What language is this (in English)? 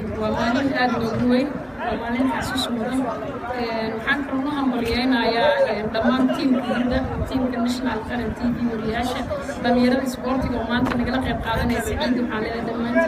Somali